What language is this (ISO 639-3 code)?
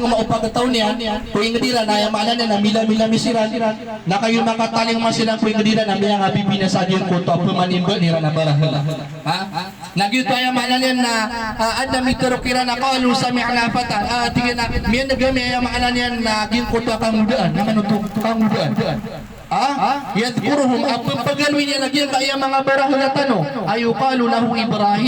mrw